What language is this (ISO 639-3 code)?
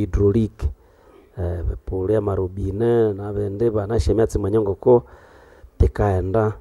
nnb